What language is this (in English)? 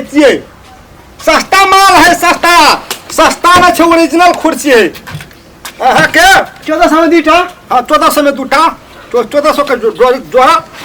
Maithili